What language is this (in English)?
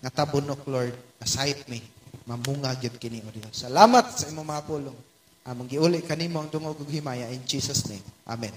Cebuano